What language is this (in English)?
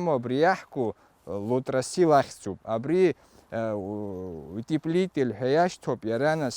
Abkhazian